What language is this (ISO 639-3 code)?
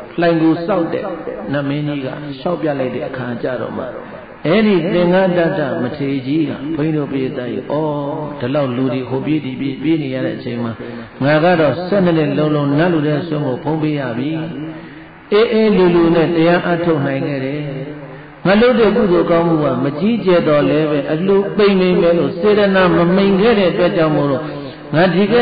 mya